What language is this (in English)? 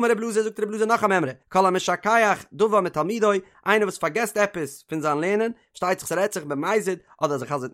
Yiddish